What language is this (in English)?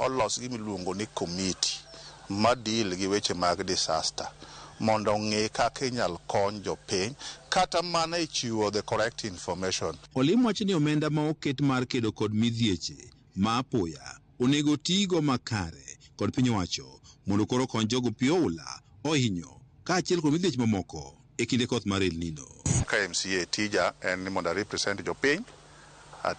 Luo (Kenya and Tanzania)